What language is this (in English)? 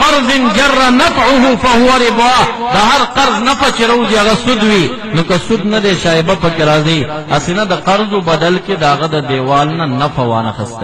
Pashto